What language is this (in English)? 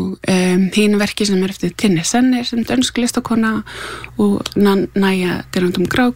Icelandic